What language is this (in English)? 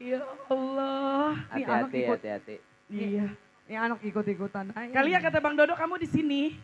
Betawi